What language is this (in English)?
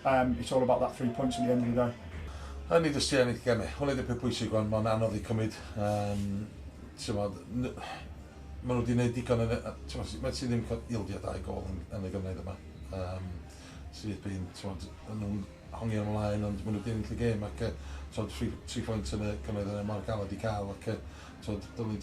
Welsh